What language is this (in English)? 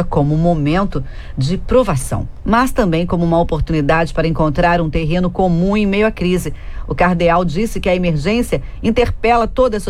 Portuguese